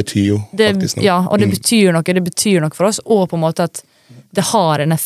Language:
Norwegian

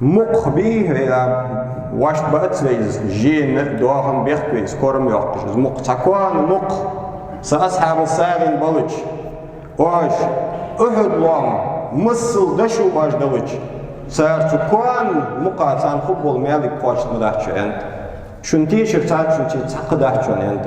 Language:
Ingush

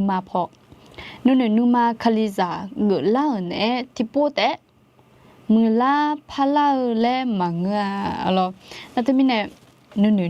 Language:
Akha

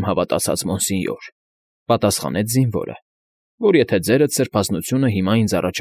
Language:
Armenian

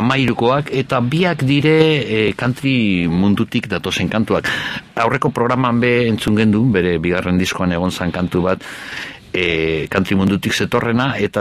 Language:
Basque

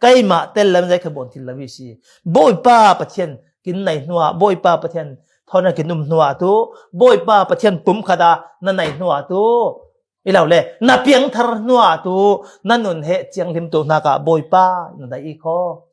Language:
Falam Chin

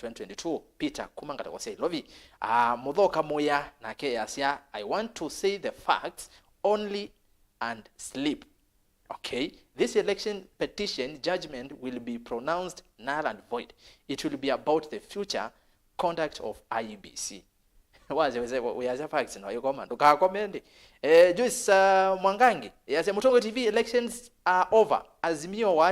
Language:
Kamba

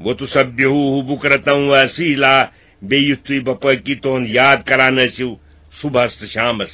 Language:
Kashmiri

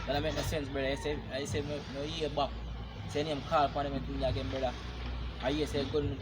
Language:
Jamaican Creole English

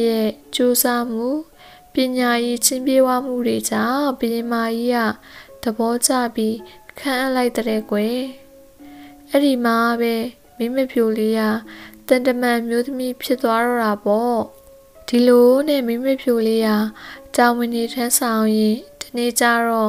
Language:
Burmese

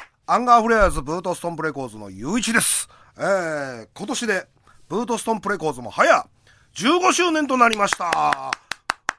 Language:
Japanese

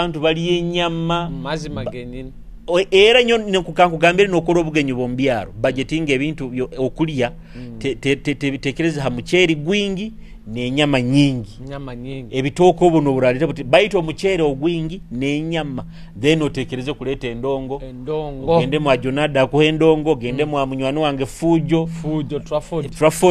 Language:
Nyoro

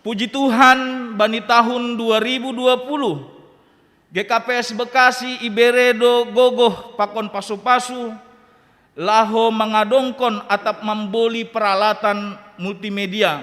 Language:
Batak Simalungun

